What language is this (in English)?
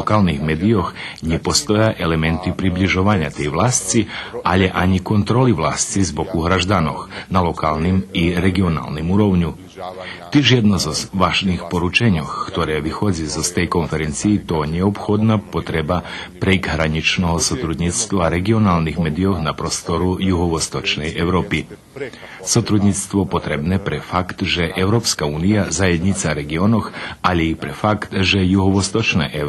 Rusyn